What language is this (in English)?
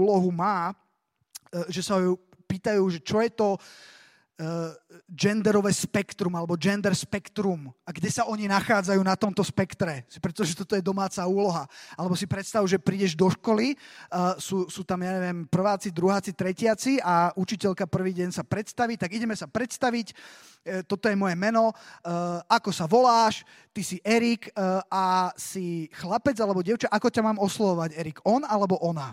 Slovak